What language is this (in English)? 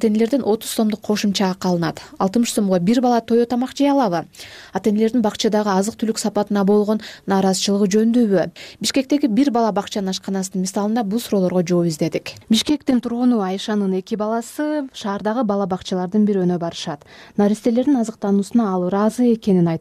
Kyrgyz